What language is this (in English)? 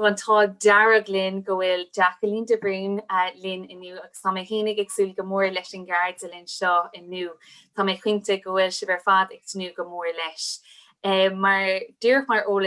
Irish